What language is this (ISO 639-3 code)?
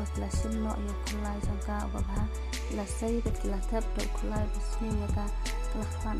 kha